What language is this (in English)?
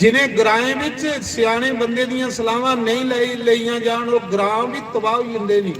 Dogri